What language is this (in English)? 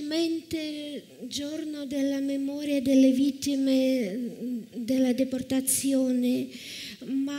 Italian